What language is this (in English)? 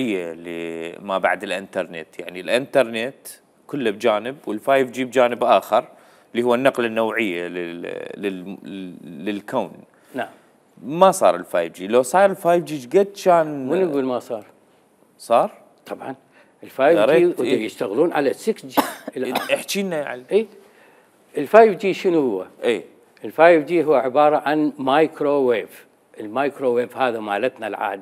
Mesopotamian Arabic